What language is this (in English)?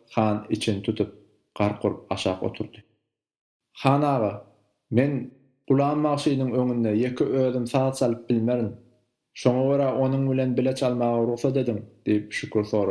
Turkmen